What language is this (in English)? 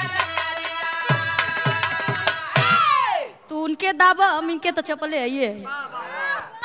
Bhojpuri